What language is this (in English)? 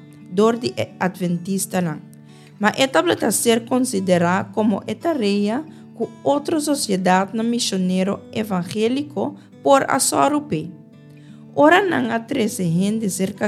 Papiamento